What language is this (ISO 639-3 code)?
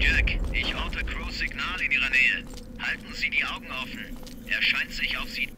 bar